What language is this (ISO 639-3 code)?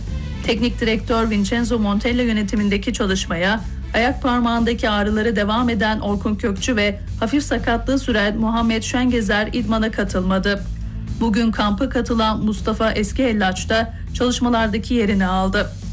tur